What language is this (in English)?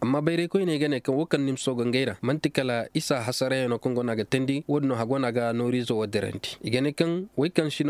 Koyraboro Senni